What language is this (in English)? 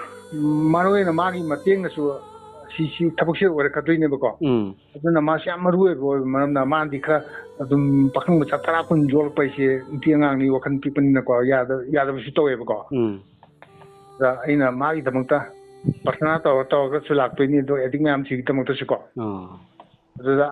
Manipuri